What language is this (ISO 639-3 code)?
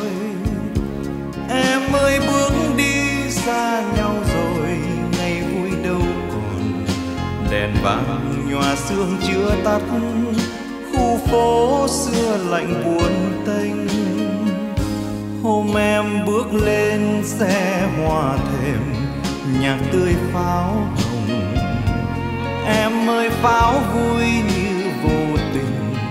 vie